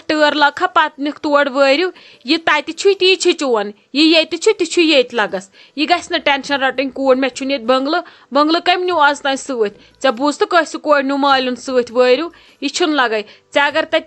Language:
Kashmiri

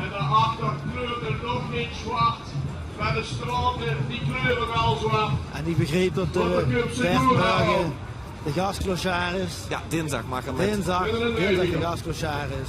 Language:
Limburgish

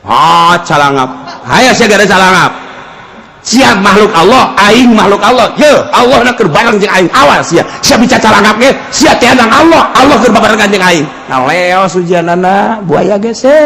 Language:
Sundanese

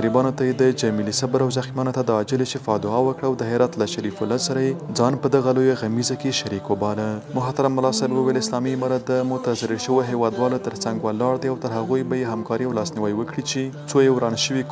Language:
Pashto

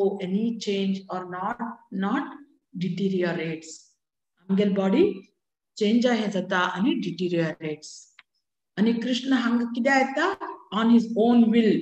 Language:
Konkani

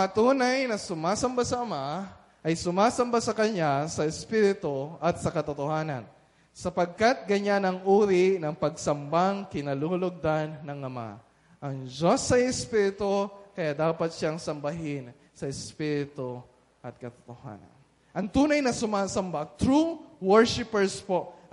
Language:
Filipino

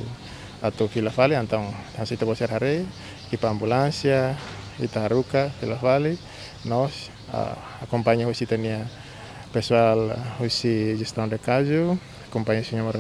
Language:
Tetum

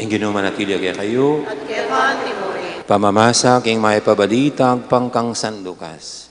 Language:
Pampanga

